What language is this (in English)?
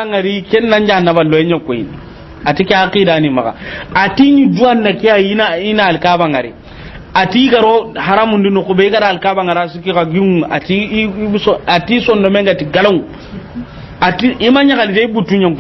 Soninke